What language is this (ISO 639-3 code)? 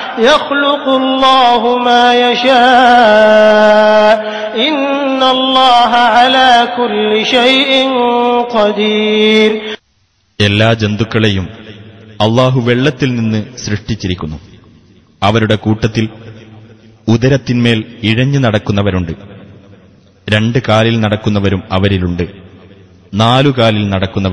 mal